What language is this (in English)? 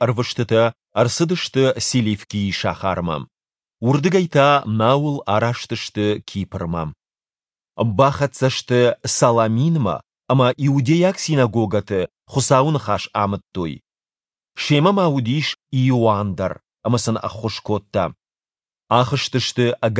Ossetic